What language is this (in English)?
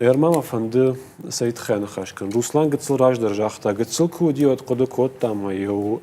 Ossetic